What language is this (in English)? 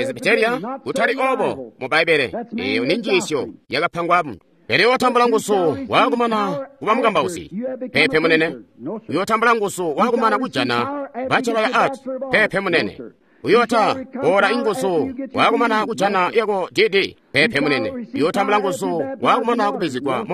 Tonga (Zambia)